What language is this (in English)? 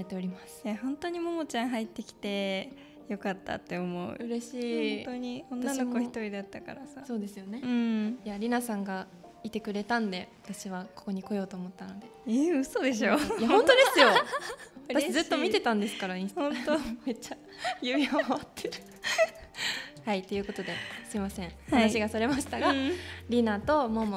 Japanese